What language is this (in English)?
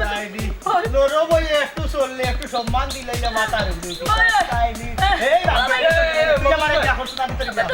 Sylheti